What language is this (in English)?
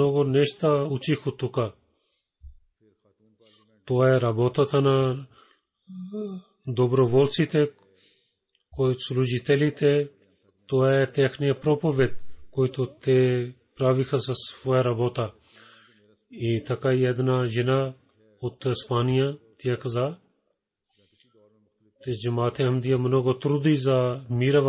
Bulgarian